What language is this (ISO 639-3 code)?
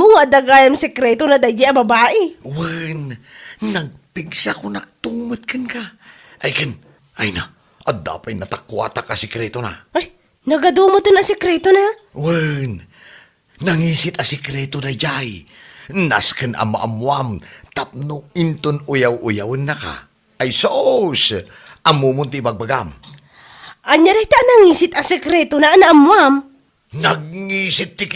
ilo